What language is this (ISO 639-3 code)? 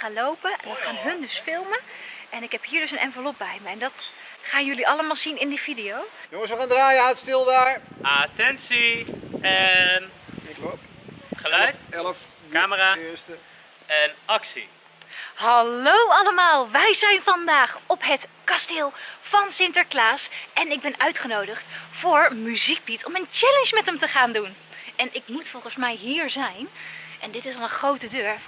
nld